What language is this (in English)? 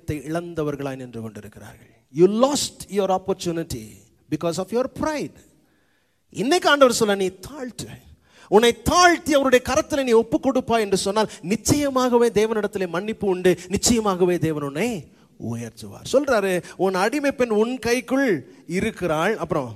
Tamil